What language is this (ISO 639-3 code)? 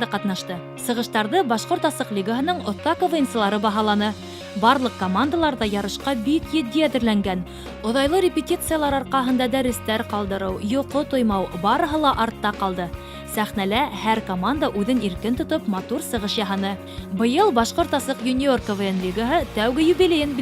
bak